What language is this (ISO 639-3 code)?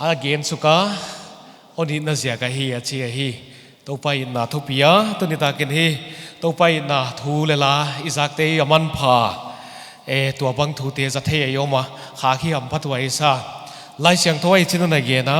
pck